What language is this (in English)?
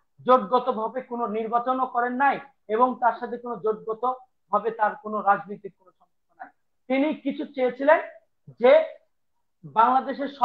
Bangla